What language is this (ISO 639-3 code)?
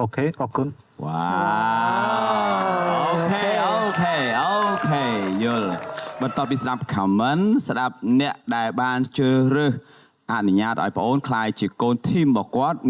khm